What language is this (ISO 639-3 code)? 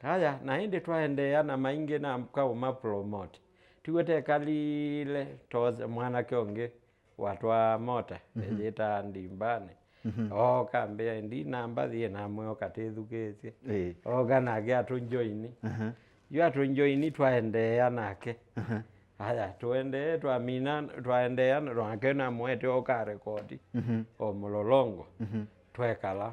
kam